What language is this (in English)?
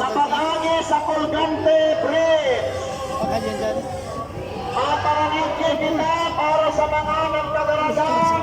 Bikol